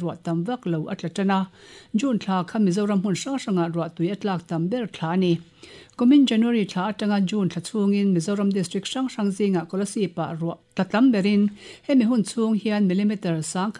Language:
Mizo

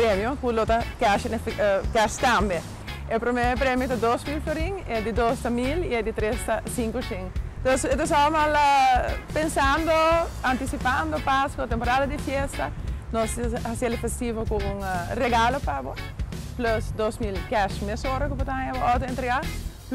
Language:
Papiamento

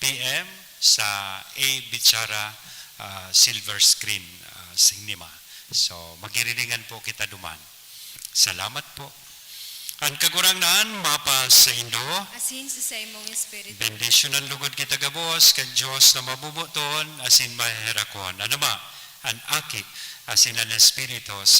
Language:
Bikol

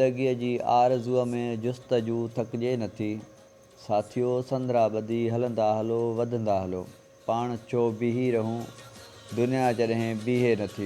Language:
Sindhi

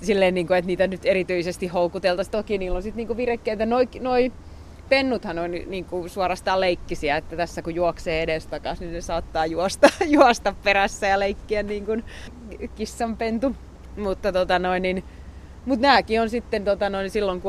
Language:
Finnish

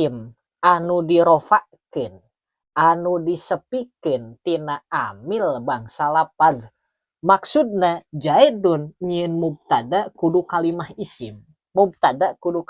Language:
Sundanese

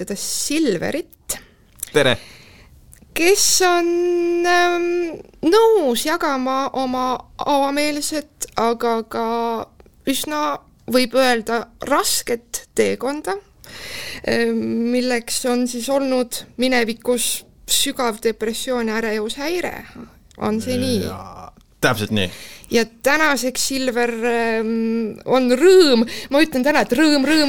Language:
Estonian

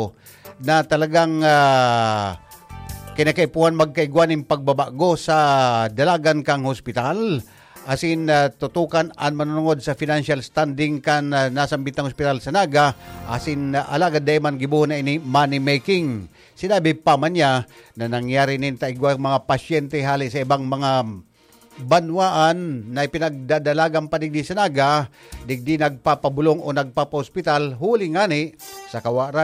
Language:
Bikol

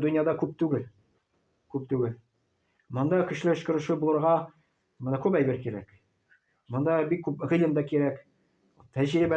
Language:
Tatar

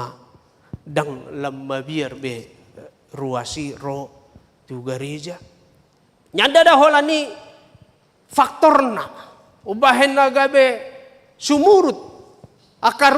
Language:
Batak Toba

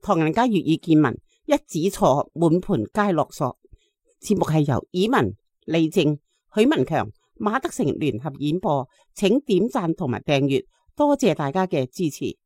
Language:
Cantonese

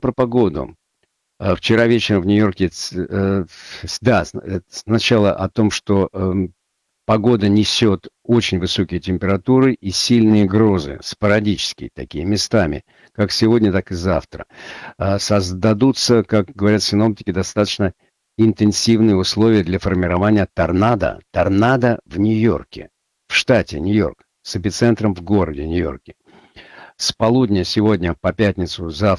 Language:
Russian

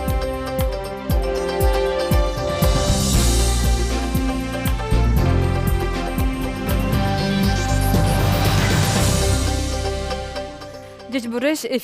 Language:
Udmurt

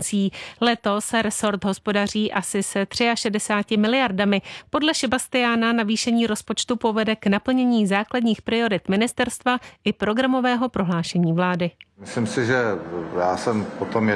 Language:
Czech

